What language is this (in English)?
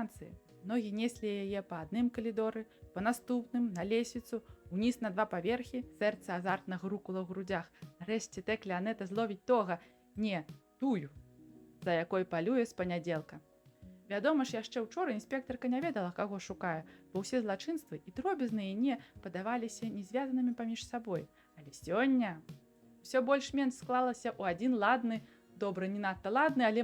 Belarusian